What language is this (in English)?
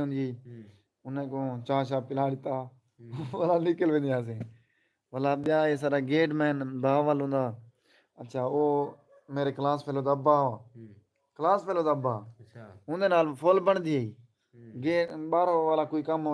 Saraiki